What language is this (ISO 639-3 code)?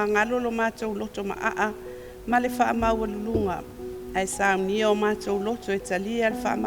smo